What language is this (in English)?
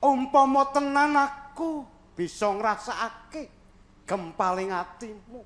Javanese